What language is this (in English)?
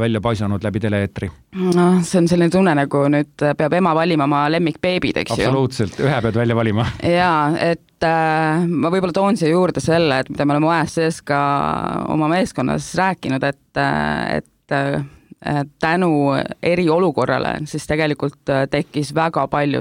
Estonian